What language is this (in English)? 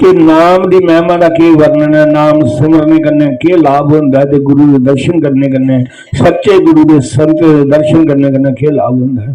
Dogri